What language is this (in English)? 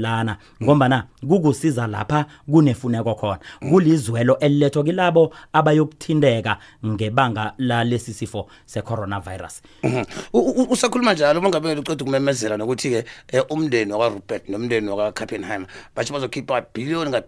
South Ndebele